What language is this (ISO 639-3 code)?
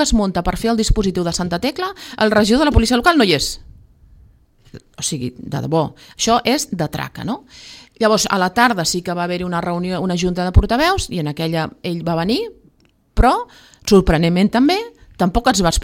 cat